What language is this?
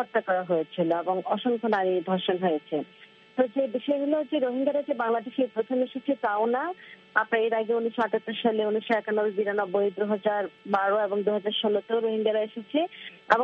Bangla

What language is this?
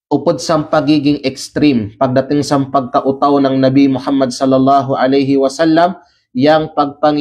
Kalagan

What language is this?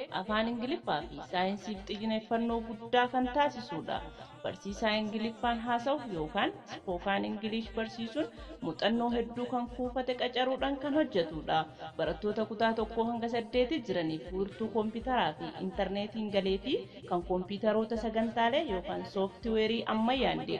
Oromo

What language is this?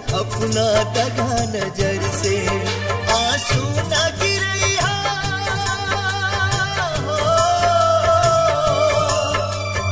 Bhojpuri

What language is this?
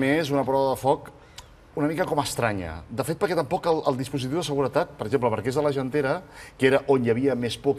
Catalan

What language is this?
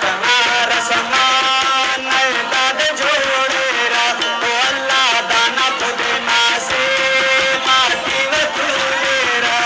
Brahui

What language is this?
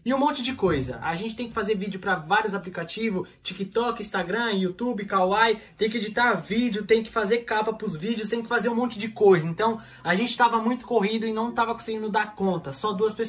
Portuguese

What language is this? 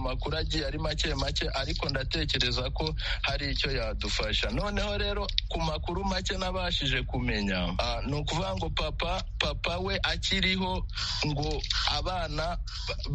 Kinyarwanda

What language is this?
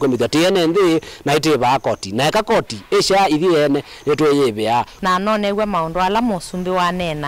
Kamba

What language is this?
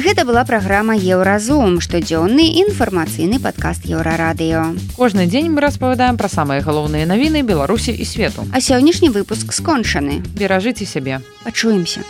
Belarusian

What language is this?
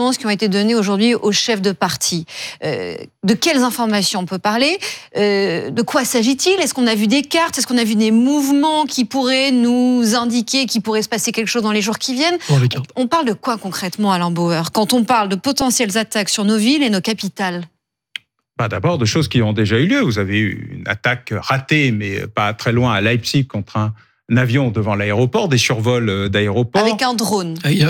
French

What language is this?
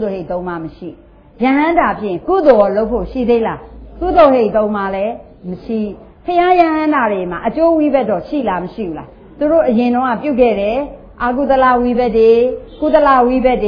Burmese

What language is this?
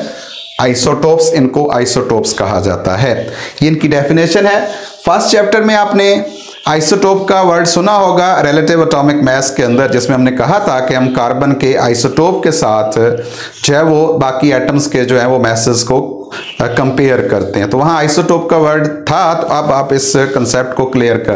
Hindi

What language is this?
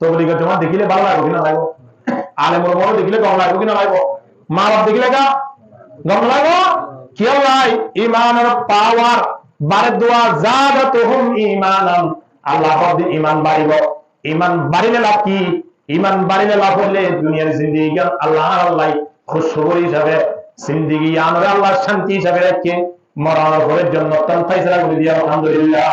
Rohingya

